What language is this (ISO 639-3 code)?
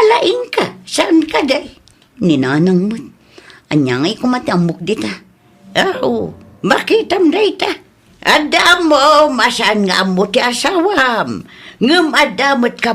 ilo